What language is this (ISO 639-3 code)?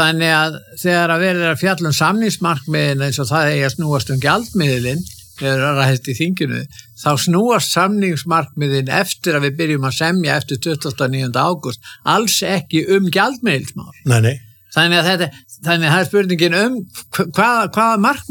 isl